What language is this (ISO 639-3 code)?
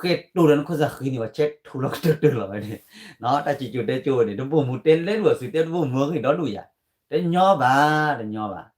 ksw